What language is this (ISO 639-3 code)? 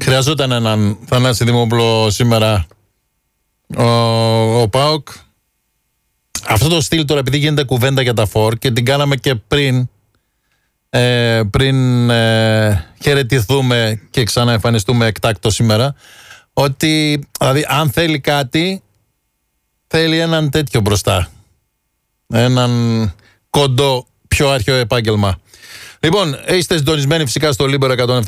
ell